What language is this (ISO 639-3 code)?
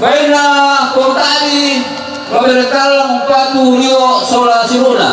sda